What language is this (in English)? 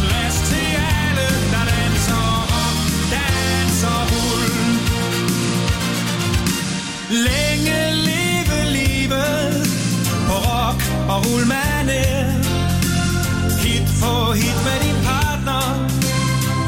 Danish